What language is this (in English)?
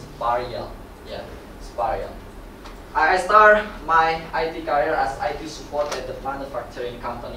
English